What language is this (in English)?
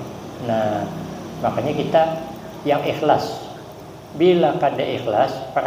Banjar